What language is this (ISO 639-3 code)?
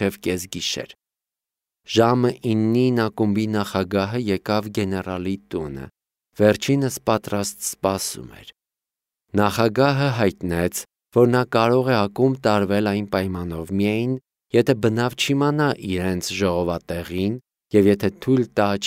hye